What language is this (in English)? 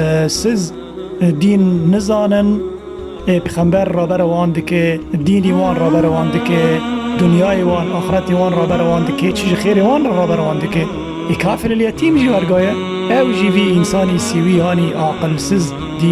Kurdish